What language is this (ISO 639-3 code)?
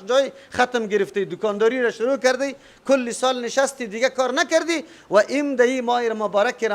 fas